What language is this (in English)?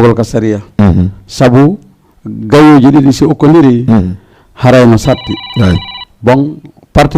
Fula